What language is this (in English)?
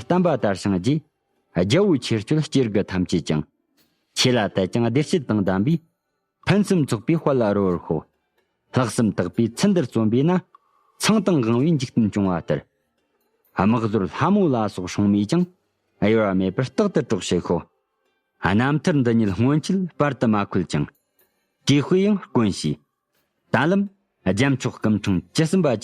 Tibetan